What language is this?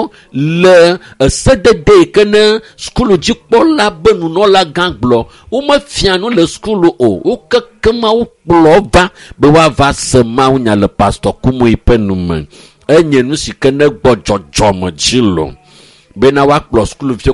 Ewe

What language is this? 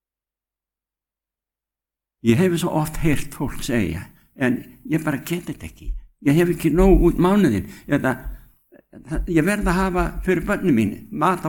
Icelandic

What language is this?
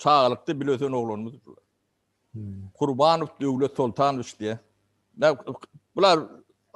Turkmen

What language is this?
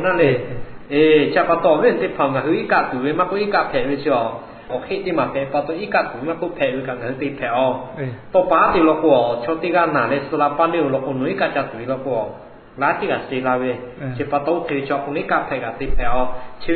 Lahu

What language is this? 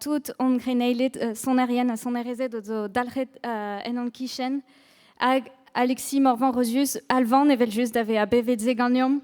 Breton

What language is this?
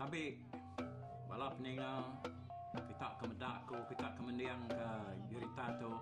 Iban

